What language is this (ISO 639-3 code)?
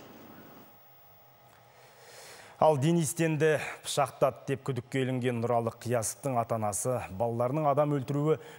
kaz